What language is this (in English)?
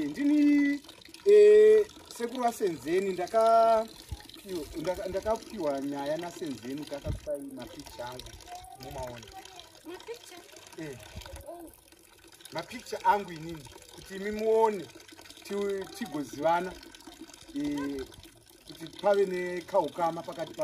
Shona